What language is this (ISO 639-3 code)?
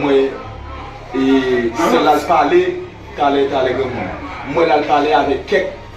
hat